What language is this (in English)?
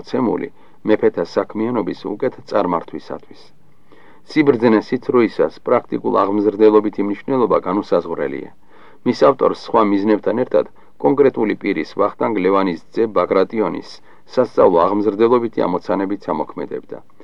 Georgian